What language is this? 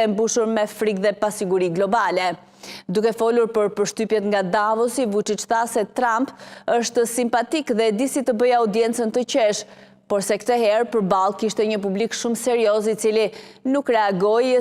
Albanian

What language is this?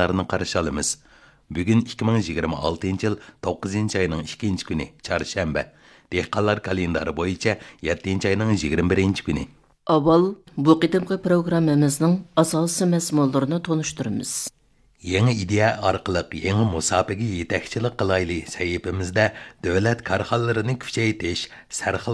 Uyghur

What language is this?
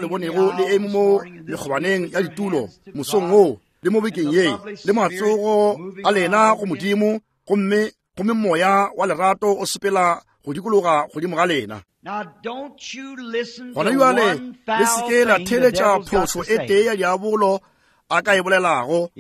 Northern Sotho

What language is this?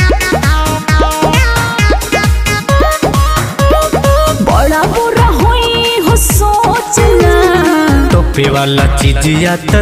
Bhojpuri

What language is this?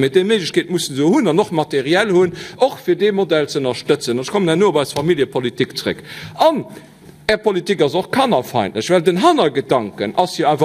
Luxembourgish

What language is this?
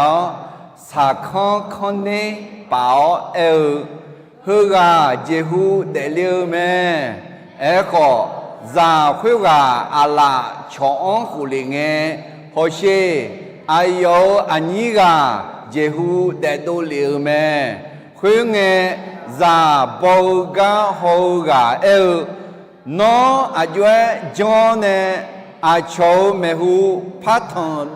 Akha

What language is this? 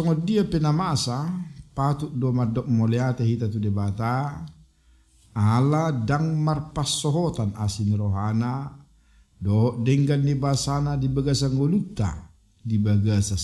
Batak Toba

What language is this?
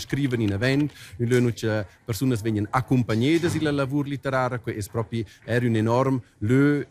Romansh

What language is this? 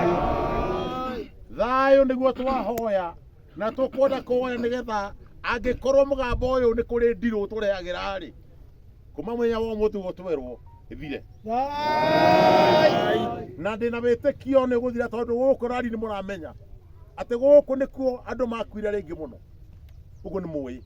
Kikuyu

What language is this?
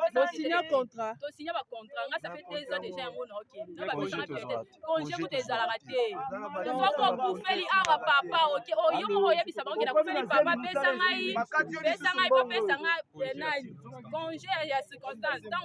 Lingala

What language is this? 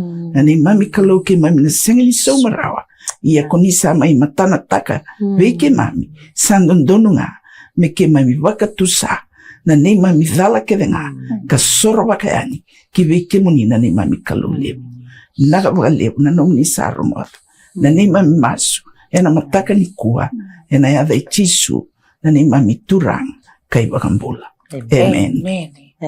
Fijian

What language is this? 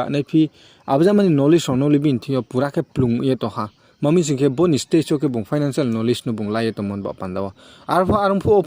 Riang (India)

